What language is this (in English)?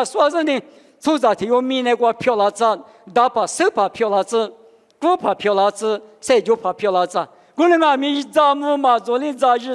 Lisu